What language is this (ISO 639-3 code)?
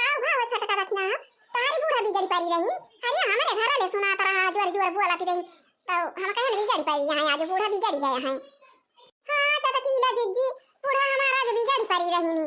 awa